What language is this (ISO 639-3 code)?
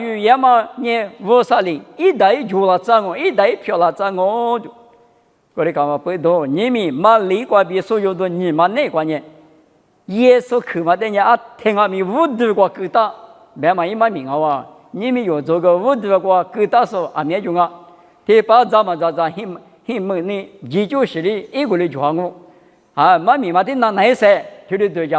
lis